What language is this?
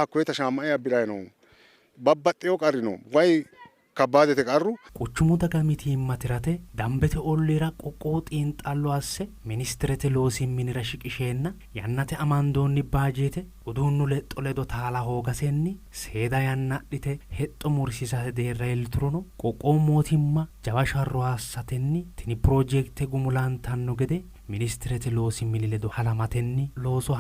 Sidamo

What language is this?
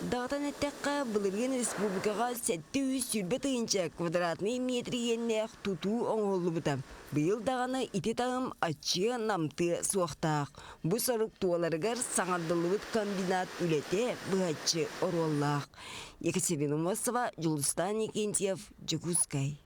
Yakut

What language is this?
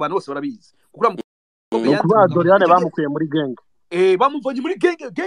Kinyarwanda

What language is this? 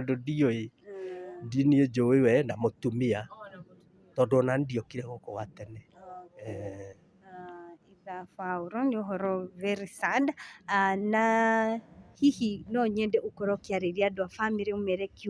Kikuyu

